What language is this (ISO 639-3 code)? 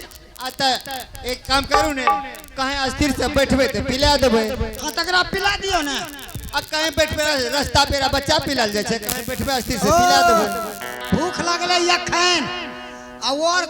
anp